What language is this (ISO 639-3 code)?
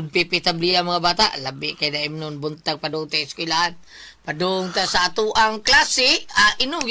ceb